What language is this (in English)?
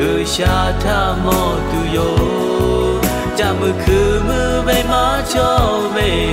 Lahu